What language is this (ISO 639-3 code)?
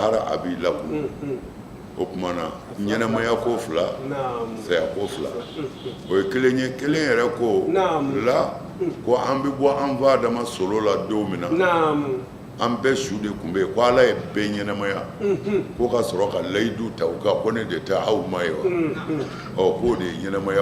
bam